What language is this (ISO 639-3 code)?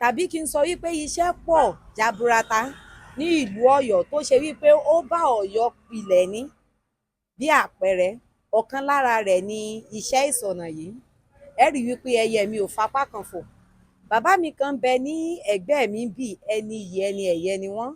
yor